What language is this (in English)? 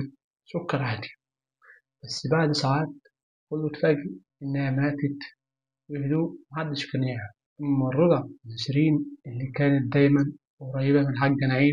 Egyptian Arabic